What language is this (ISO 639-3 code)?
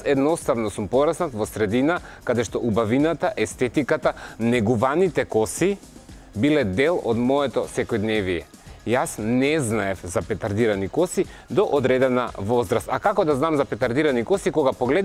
mkd